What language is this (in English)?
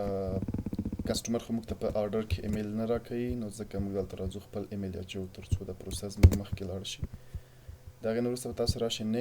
Pashto